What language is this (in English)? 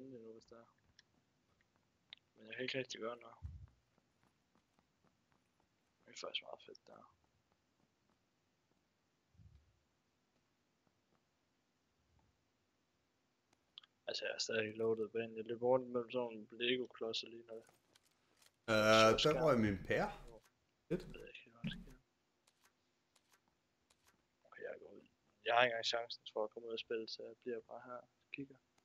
Danish